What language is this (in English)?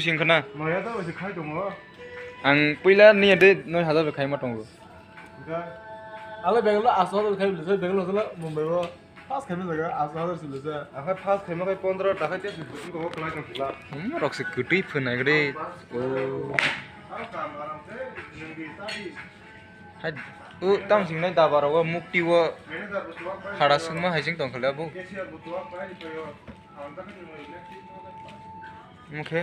Kok Borok